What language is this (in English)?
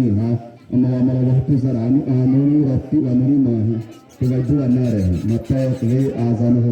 Xavánte